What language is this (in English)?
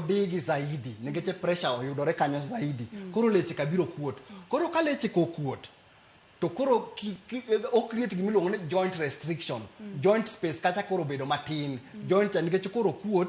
Luo (Kenya and Tanzania)